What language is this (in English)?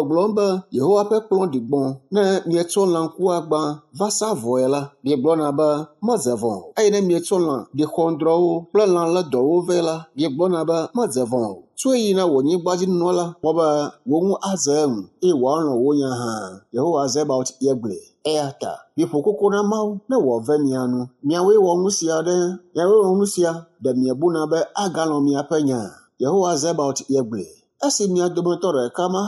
Ewe